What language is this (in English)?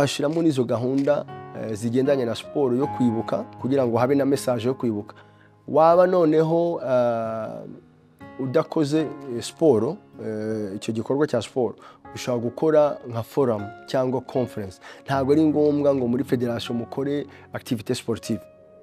Kinyarwanda